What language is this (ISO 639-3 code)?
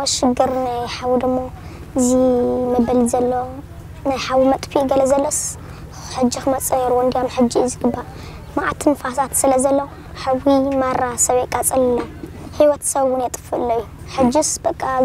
tir